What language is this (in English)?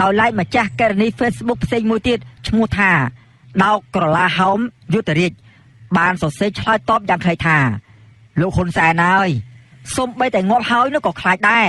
Khmer